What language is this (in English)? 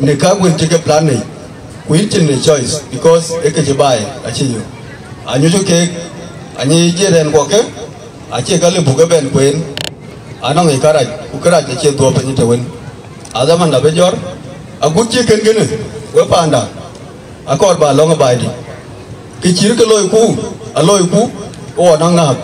Dinka